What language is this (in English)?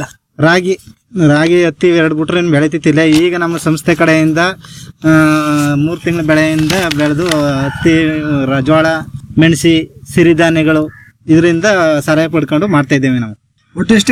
Kannada